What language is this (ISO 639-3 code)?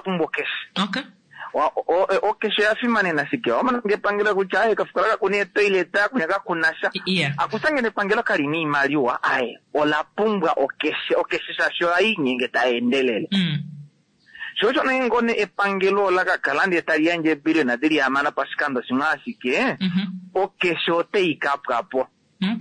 kua